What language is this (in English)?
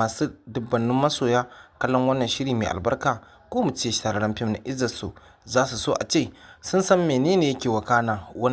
Hausa